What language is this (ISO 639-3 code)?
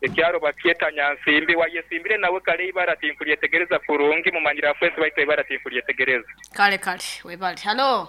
nyn